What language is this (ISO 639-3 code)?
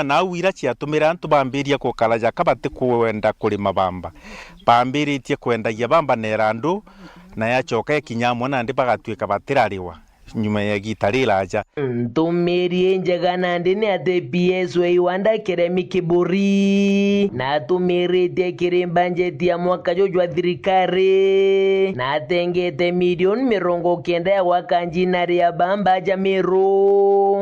mer